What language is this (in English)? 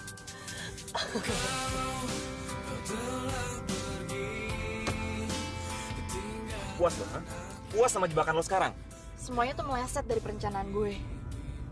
Indonesian